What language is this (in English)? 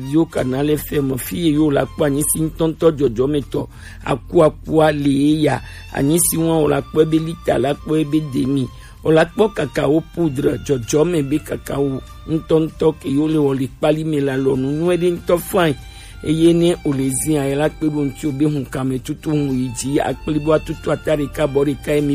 Gen